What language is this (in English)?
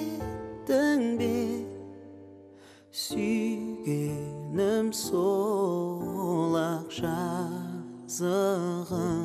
Kazakh